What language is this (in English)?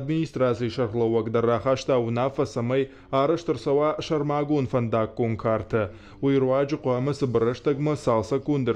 Ossetic